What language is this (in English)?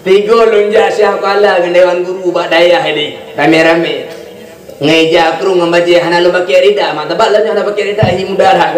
Achinese